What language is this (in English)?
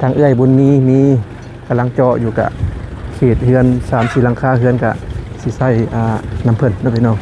Lao